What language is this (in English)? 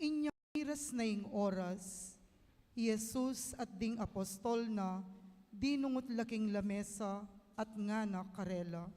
Pampanga